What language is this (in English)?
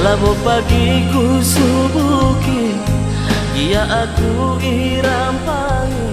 Batak Karo